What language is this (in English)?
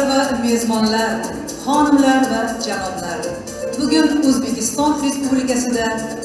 Tatar